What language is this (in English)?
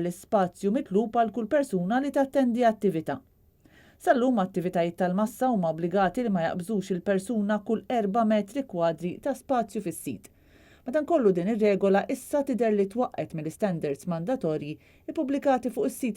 Maltese